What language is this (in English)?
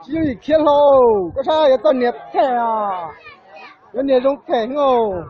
Hmong